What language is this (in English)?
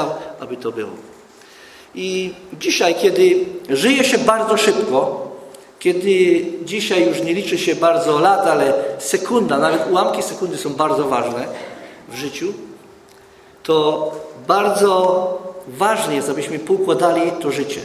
Polish